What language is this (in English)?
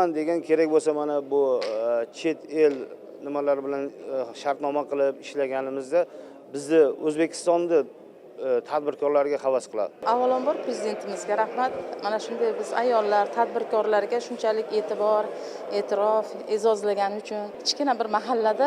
Uzbek